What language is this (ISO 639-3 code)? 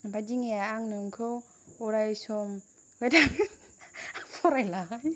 brx